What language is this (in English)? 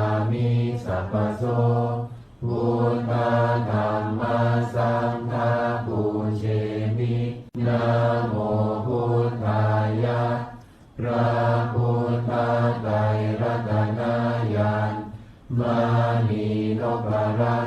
Pali